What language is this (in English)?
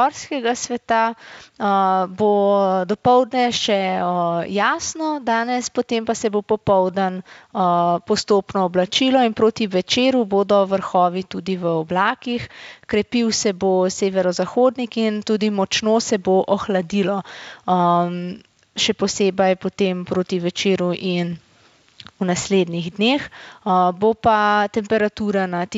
Slovenian